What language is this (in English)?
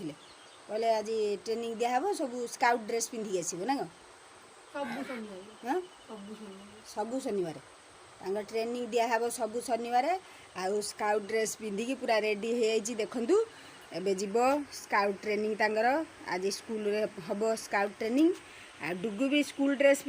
Odia